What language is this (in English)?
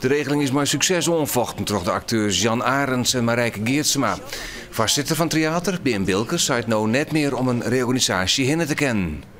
Western Frisian